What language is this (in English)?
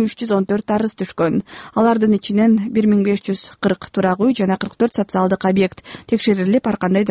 Kyrgyz